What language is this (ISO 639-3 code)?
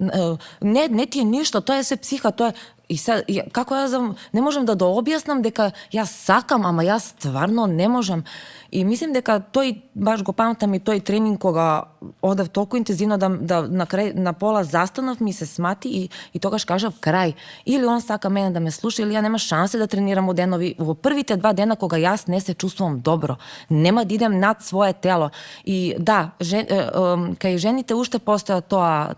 mkd